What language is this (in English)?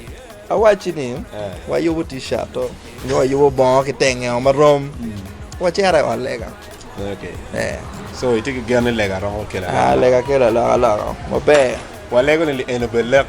Acoli